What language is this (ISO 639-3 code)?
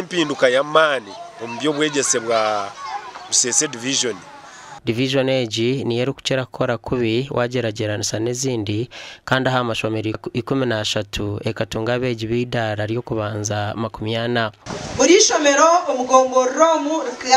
nyn